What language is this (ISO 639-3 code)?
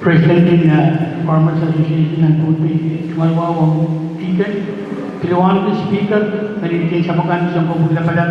pon